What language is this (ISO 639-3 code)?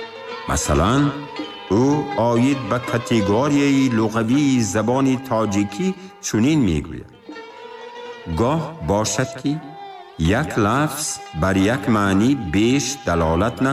tgk